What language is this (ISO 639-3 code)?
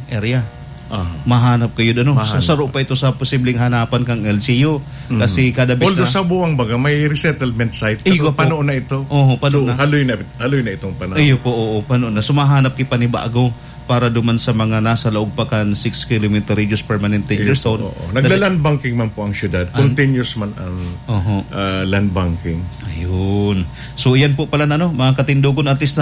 bik